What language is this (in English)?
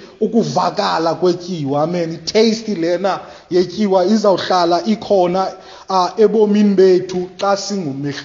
Xhosa